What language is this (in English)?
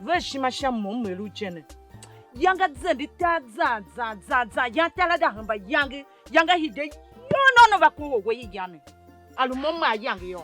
Tiv